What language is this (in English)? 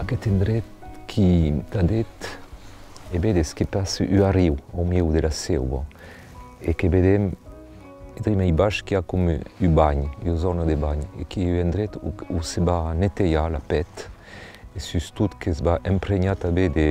Occitan